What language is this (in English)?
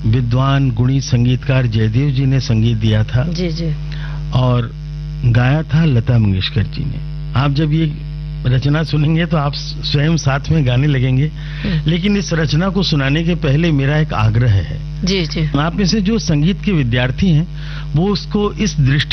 Hindi